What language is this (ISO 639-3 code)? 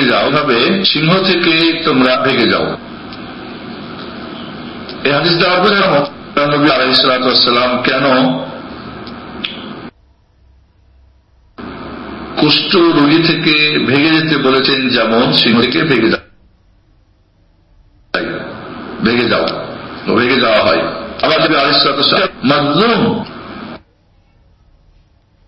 ben